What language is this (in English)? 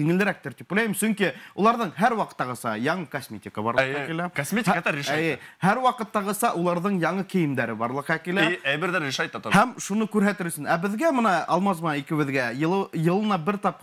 Bashkir